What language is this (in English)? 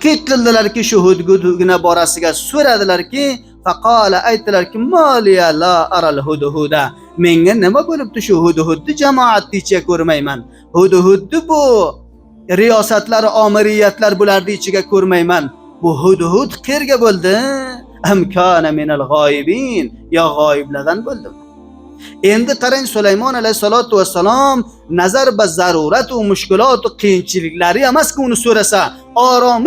Uzbek